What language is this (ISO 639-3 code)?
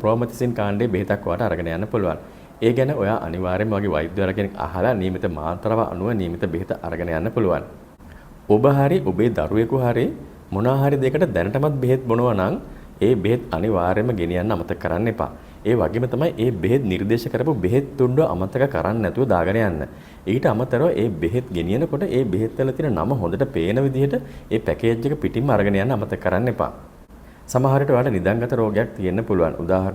sin